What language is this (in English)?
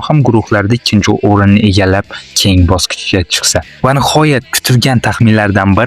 Uzbek